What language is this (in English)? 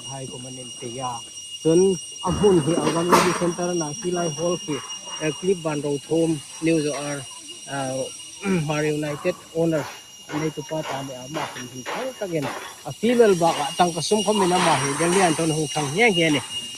Hmar